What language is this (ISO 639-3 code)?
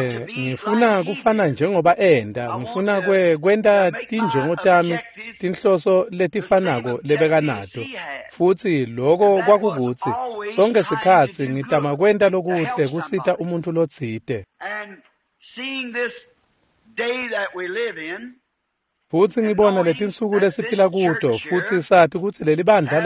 ssw